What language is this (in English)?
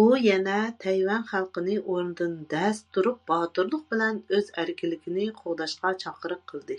Uyghur